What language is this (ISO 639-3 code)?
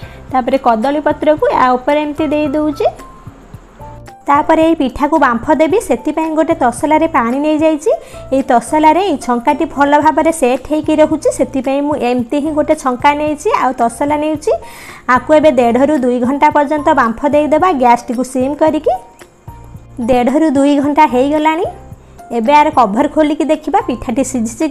ori